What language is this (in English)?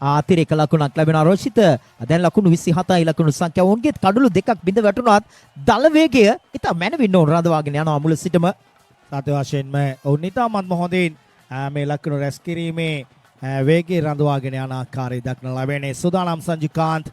Sinhala